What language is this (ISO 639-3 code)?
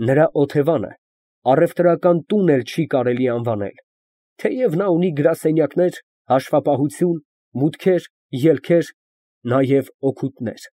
hye